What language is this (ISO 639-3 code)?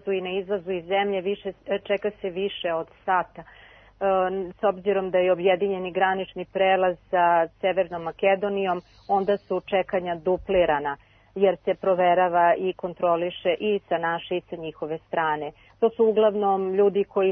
srp